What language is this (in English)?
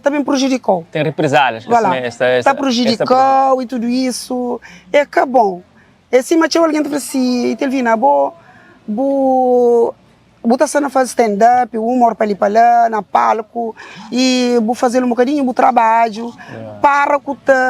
Kabuverdianu